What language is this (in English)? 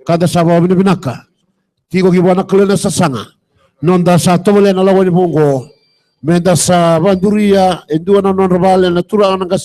Fijian